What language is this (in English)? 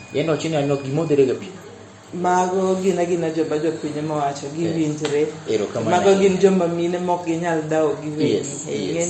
Luo (Kenya and Tanzania)